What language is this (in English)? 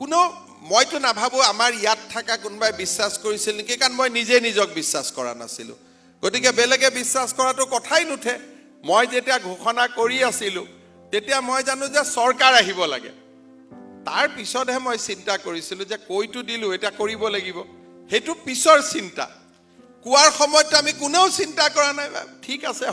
Assamese